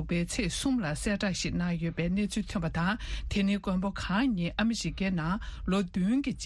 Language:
Tibetan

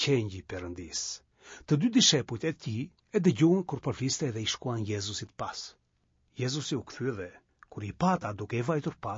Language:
Albanian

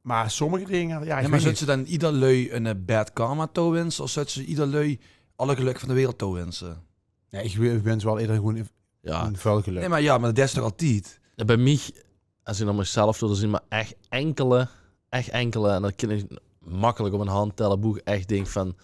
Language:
Limburgish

